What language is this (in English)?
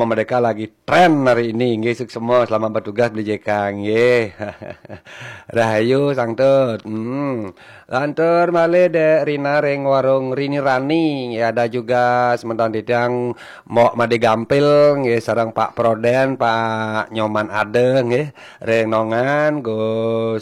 Balinese